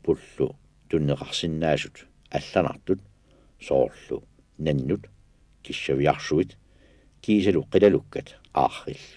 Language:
Kalaallisut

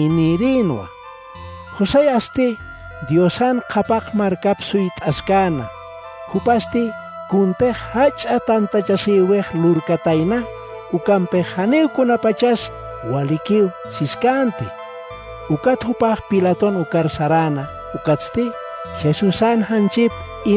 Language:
Aymara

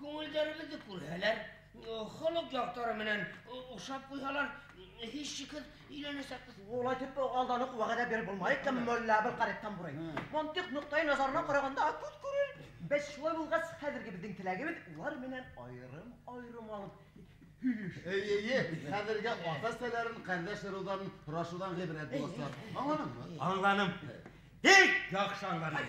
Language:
Bashkir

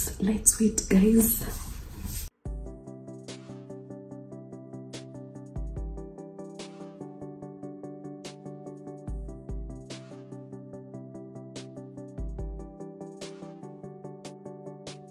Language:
Swahili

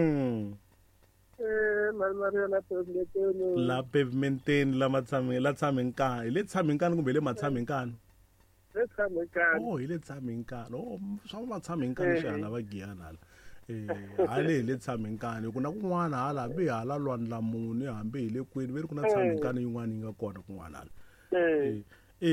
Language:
Tsonga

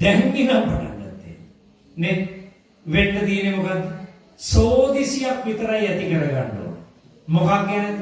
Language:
Sinhala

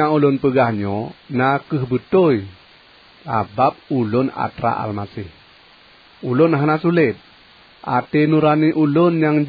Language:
Achinese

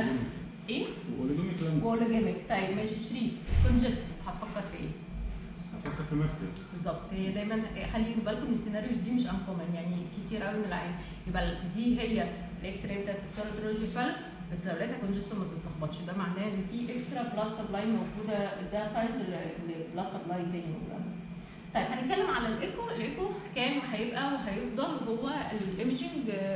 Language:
Egyptian Arabic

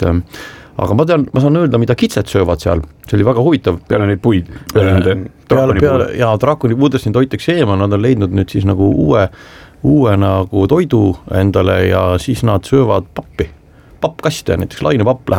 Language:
Estonian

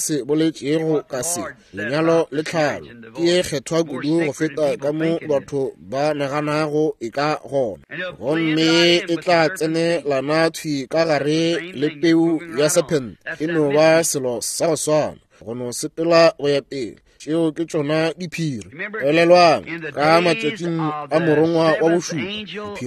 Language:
Northern Sotho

